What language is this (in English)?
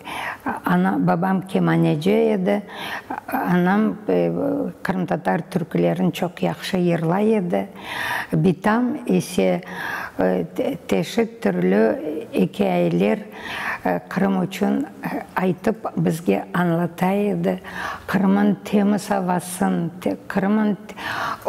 Crimean Tatar